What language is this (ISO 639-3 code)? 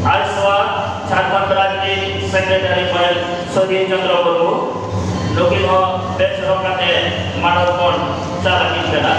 sat